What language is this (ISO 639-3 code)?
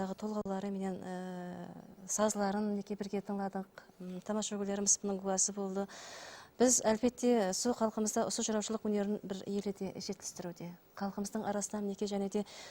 kaa